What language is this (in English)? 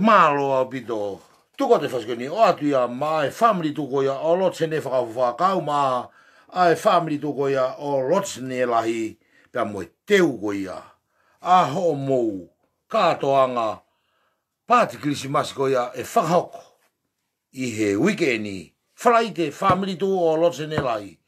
Tongan